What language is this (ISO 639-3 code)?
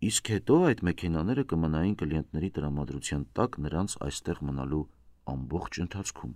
hye